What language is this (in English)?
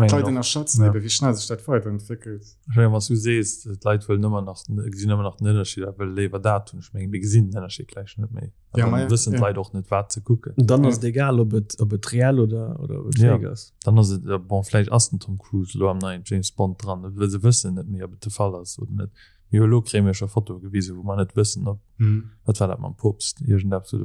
Luxembourgish